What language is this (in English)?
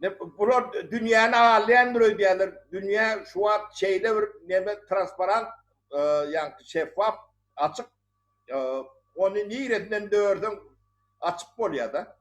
Turkmen